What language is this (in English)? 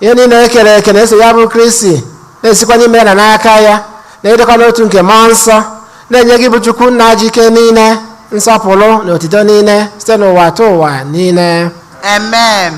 Igbo